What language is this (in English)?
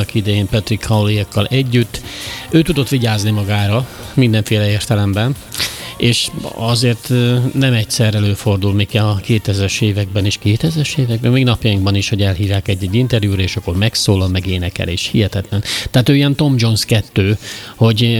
Hungarian